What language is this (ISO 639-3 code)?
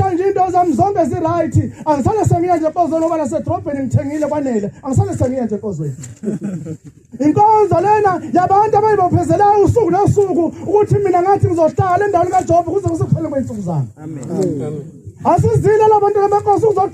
zul